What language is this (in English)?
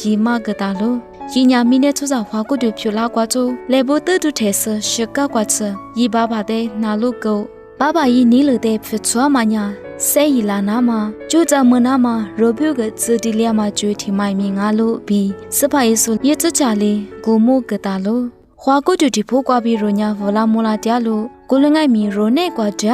Lisu